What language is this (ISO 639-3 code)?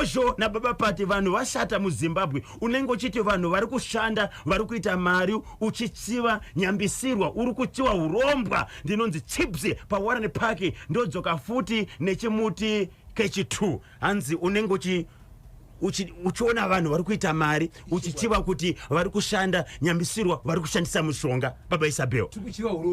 sna